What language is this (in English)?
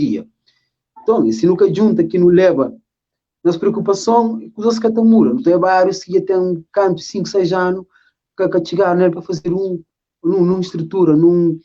Kabuverdianu